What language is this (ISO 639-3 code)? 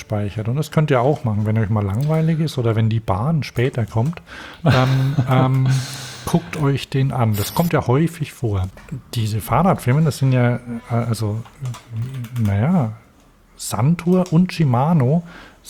deu